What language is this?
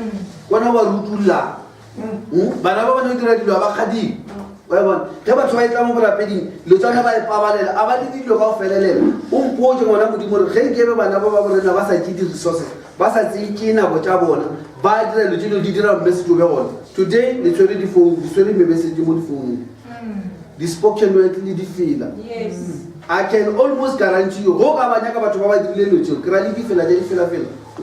Northern Sotho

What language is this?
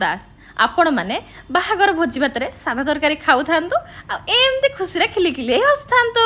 Odia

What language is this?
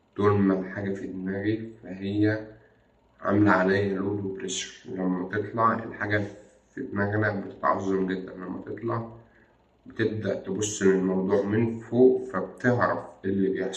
Egyptian Arabic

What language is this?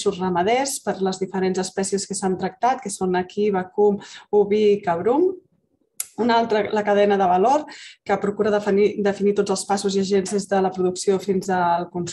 Catalan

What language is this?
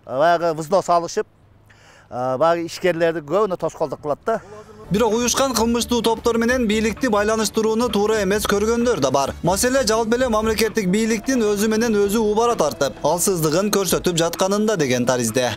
Kyrgyz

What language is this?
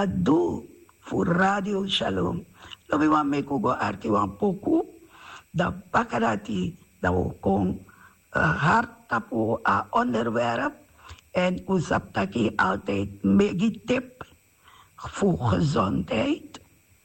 Sranan Tongo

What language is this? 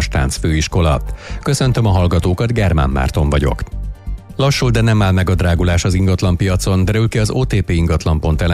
Hungarian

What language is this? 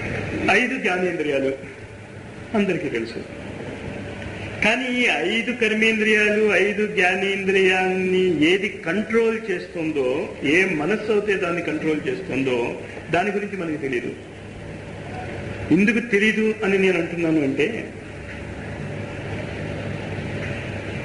Telugu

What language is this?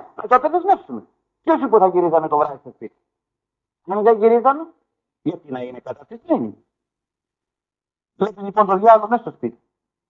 Greek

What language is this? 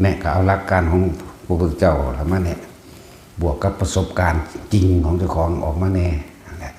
Lao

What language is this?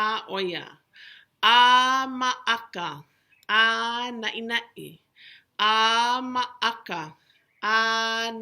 Hawaiian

